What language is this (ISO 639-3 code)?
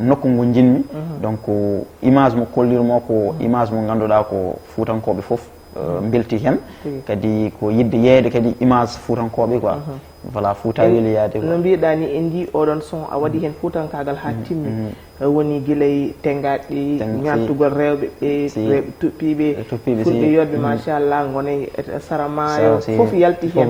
ful